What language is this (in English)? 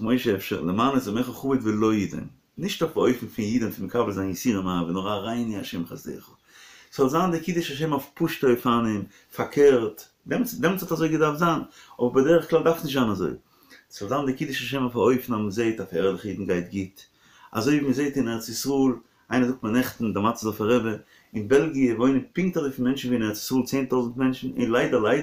Yiddish